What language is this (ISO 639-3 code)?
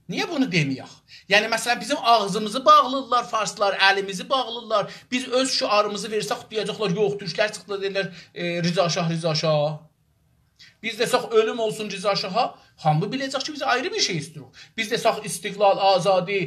azb